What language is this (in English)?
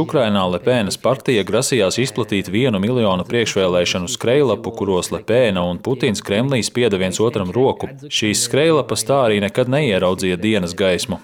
Latvian